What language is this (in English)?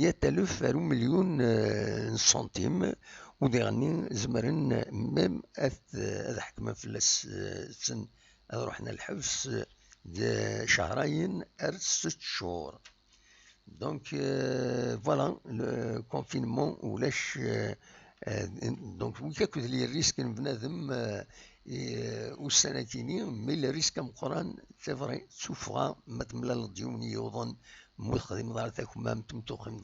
Kabyle